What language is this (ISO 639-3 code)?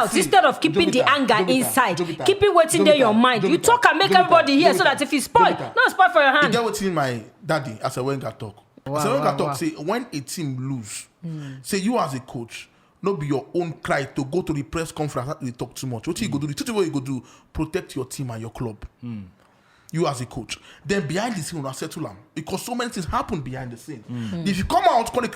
pcm